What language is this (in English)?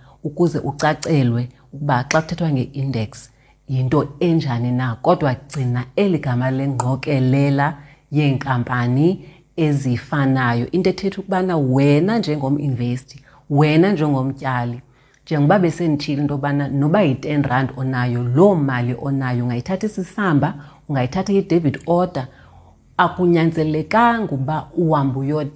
Xhosa